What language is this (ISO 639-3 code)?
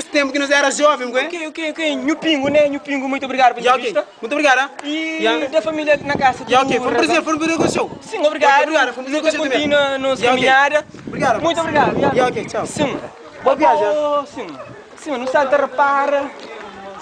kea